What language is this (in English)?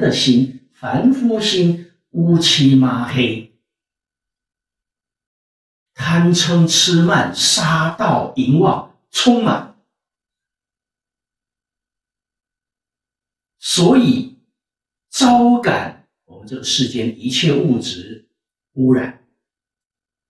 Chinese